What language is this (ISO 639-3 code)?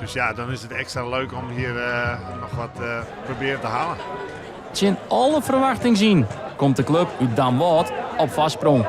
fry